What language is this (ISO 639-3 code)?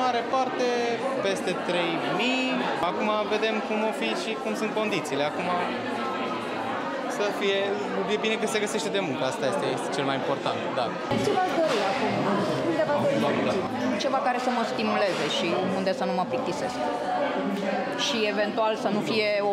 ron